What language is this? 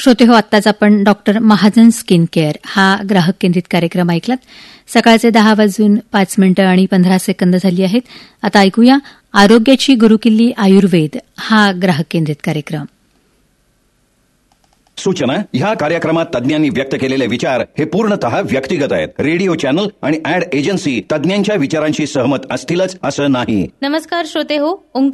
Marathi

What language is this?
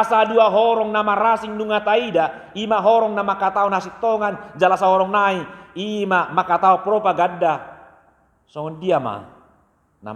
Batak Toba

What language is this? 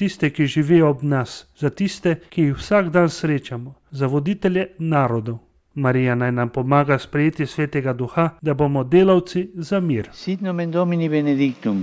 Slovenian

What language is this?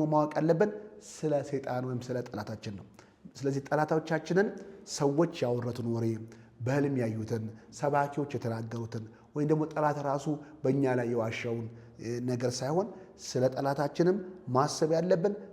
Amharic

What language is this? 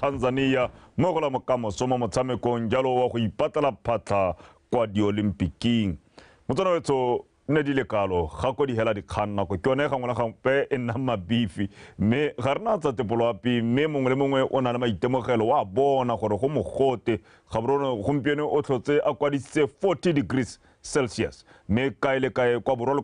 Tswana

